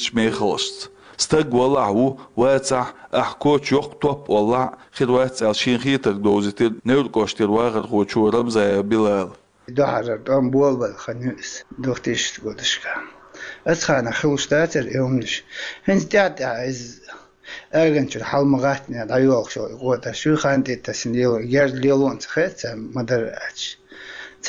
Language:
Chechen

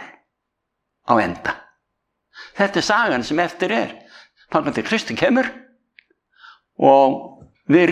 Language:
Icelandic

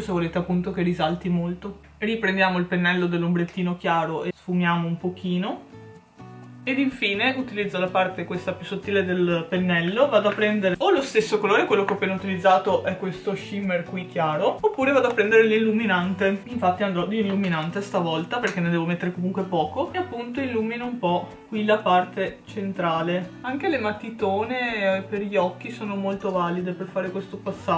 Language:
Italian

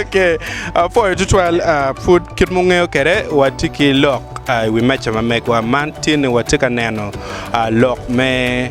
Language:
Acoli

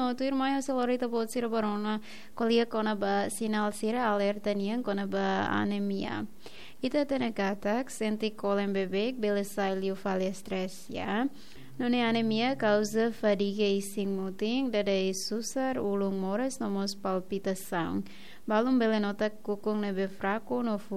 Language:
Tetum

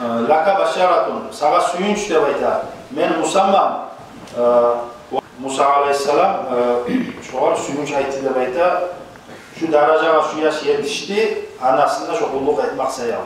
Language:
Kumyk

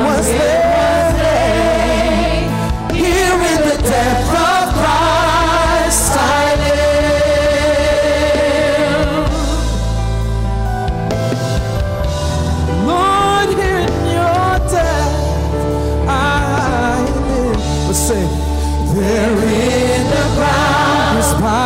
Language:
English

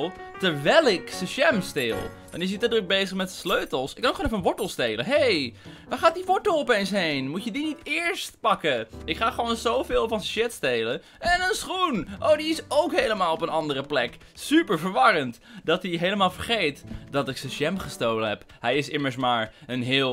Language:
Dutch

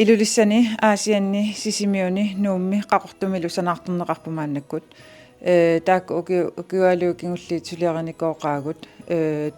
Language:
Kalaallisut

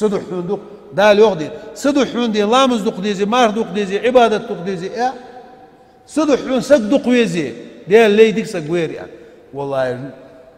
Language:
Ingush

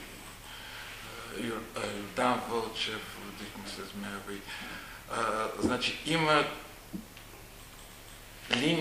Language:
Bulgarian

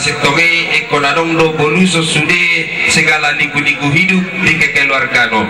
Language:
Batak Toba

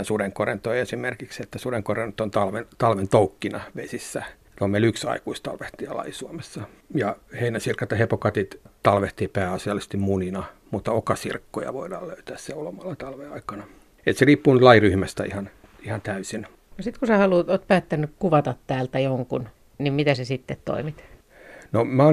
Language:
Finnish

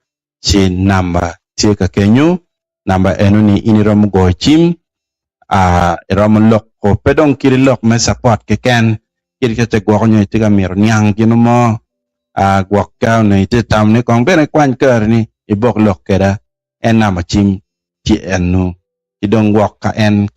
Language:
Acoli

